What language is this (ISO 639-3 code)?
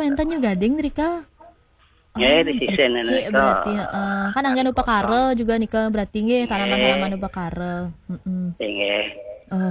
ban